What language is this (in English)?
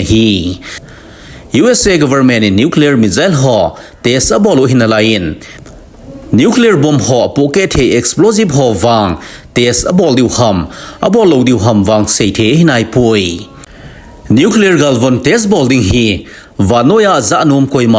Thado Chin